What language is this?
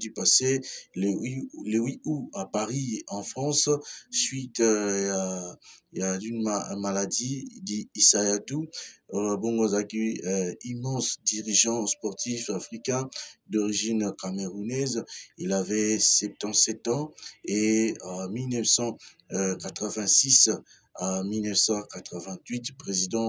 French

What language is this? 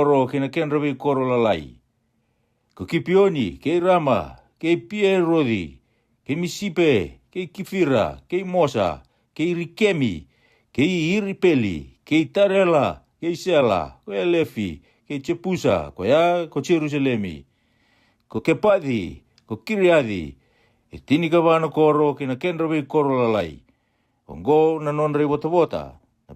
Fijian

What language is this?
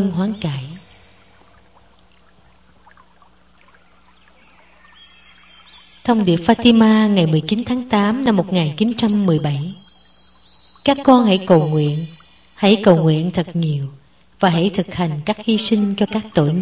Vietnamese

